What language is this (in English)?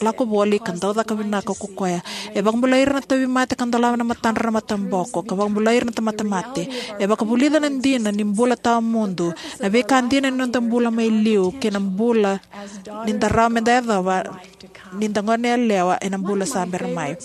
Fijian